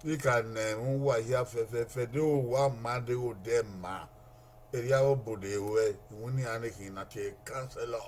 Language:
Bini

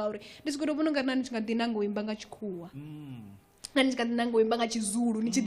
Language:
Venda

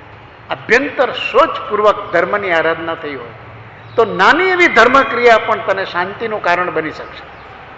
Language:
Gujarati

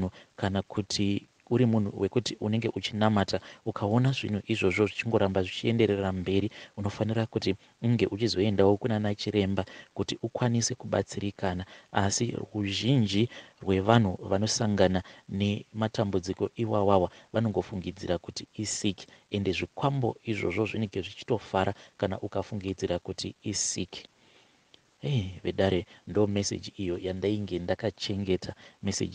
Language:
Shona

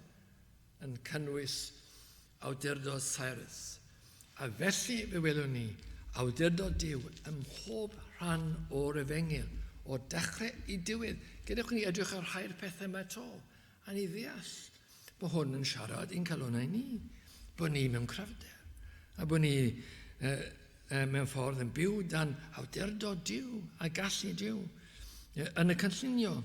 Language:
Welsh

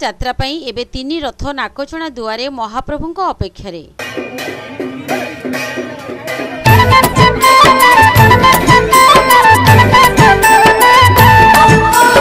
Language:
Odia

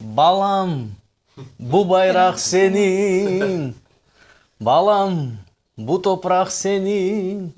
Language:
Crimean Tatar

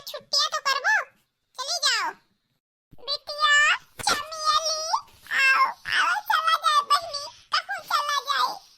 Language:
Awadhi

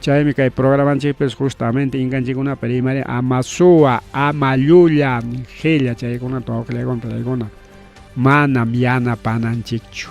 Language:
Ayacucho Quechua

